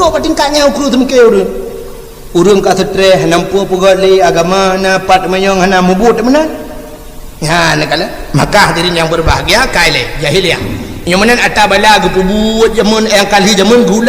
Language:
Achinese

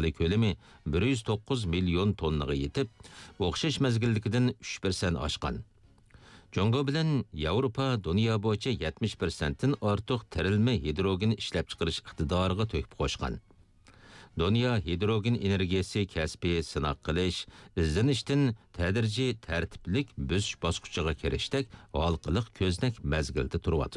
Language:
Uyghur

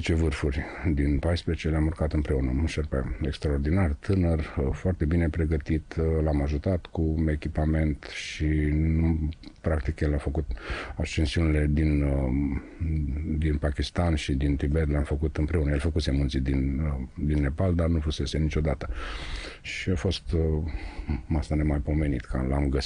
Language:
Romanian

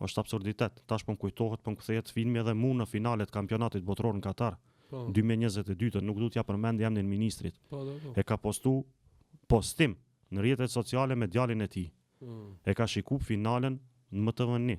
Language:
Albanian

